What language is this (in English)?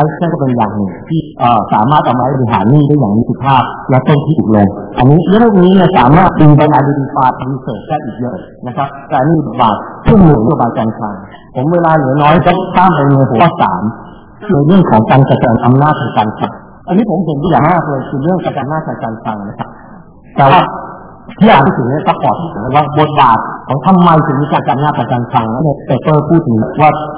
Thai